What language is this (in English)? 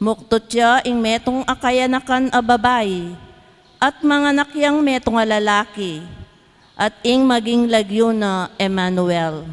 Pampanga